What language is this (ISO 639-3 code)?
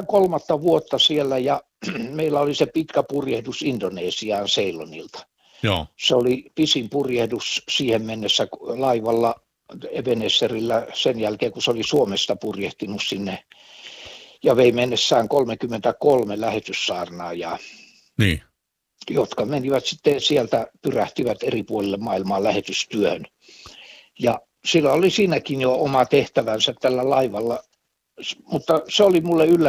fin